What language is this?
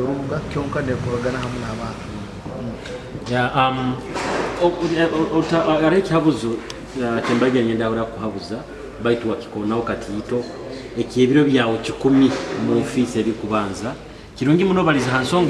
Nyoro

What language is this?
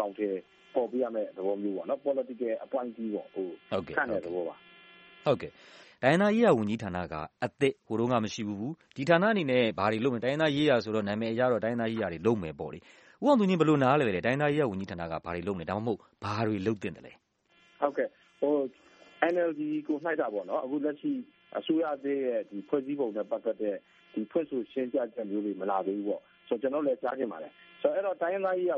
Burmese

